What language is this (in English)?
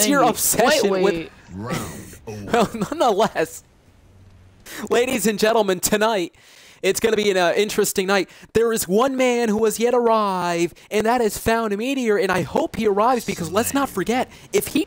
English